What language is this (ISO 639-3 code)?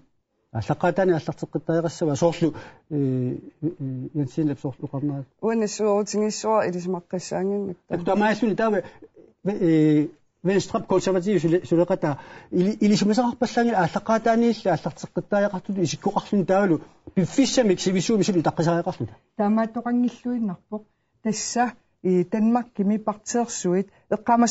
kal